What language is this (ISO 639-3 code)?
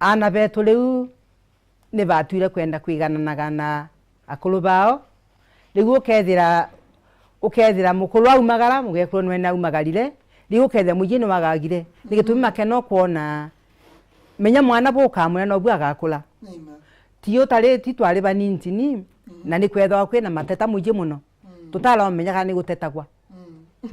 mer